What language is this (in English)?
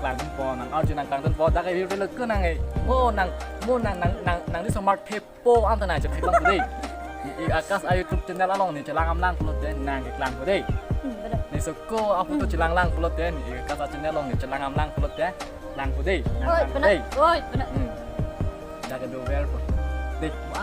Karbi